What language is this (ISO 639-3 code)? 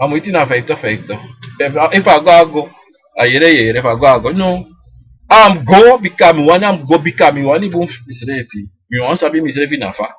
srn